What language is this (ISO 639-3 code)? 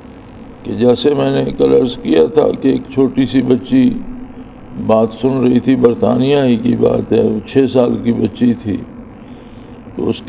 urd